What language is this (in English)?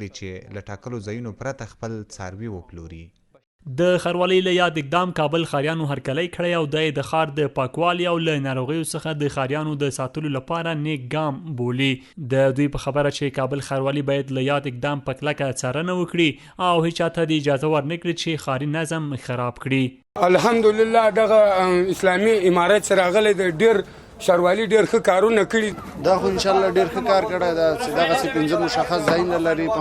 Pashto